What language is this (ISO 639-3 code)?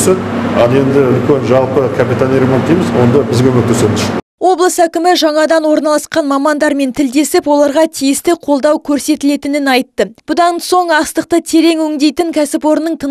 kaz